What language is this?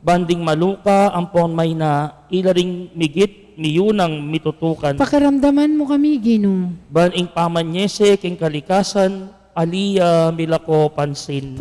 Pampanga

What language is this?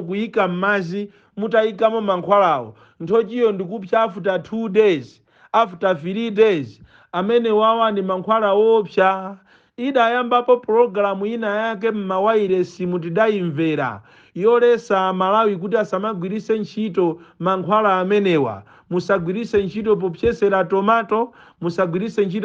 Nyanja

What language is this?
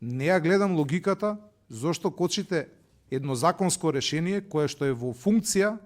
Macedonian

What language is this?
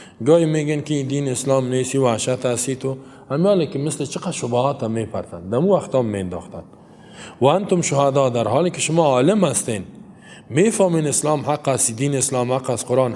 Persian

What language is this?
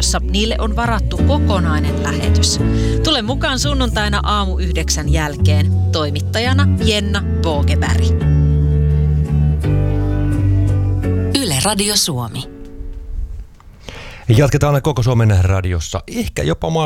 Finnish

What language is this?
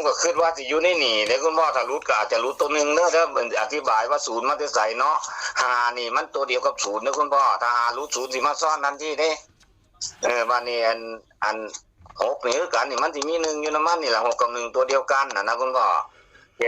Northeastern Thai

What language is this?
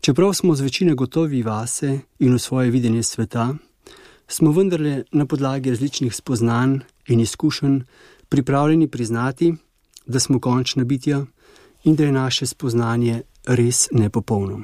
Slovenian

